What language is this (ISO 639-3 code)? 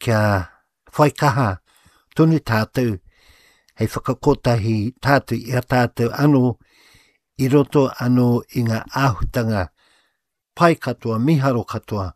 mri